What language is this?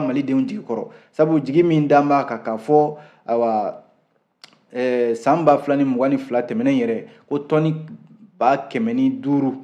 Bambara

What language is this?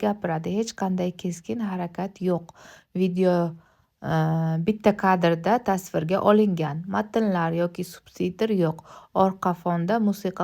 Uzbek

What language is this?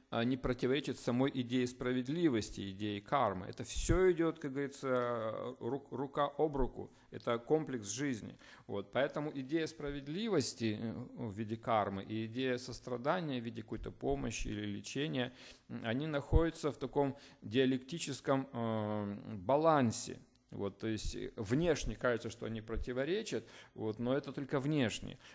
Russian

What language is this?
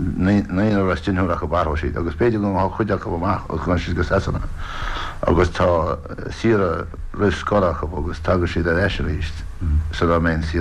Irish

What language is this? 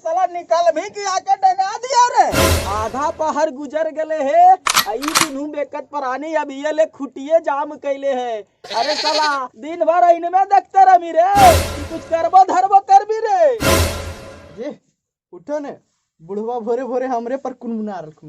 Magahi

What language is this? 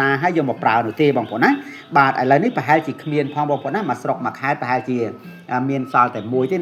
Khmer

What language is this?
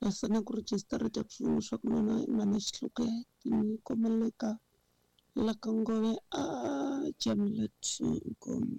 Tsonga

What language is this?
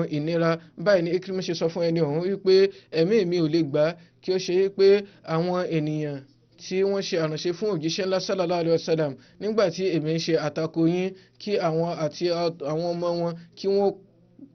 Yoruba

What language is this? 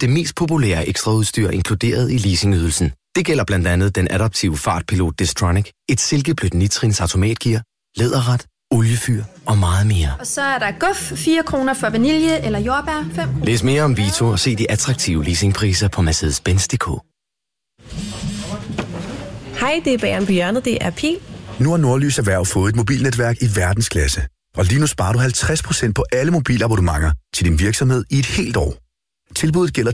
Danish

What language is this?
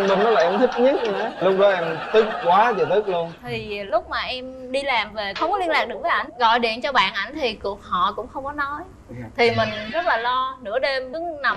Vietnamese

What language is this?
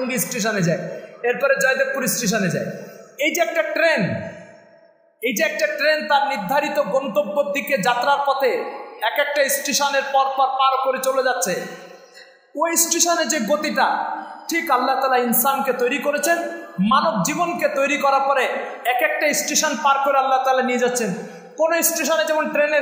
Bangla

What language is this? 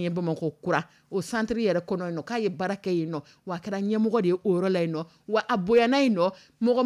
Dyula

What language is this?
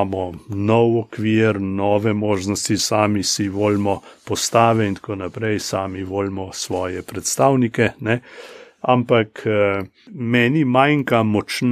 Slovenian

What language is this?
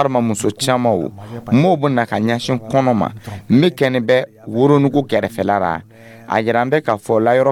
Dyula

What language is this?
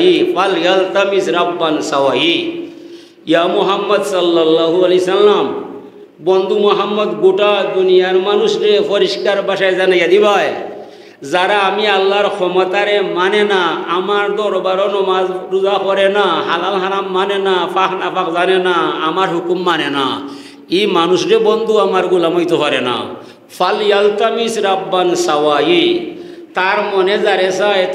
Sylheti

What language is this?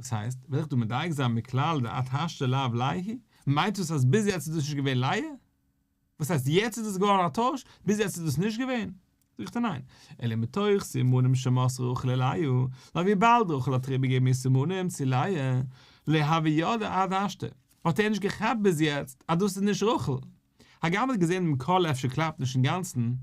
Yiddish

